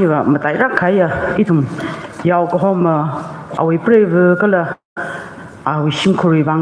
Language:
Tangkhul Naga (India)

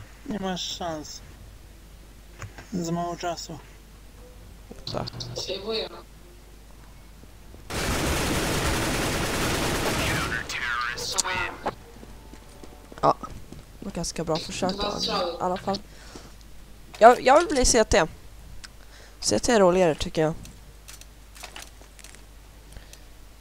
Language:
Swedish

